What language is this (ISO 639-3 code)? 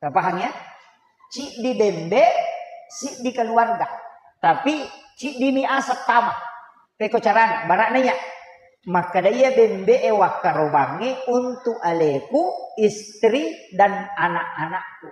bug